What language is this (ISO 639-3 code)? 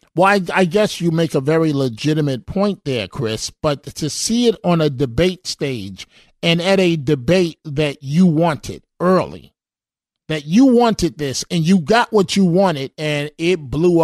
eng